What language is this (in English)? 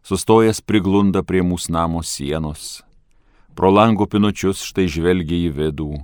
Lithuanian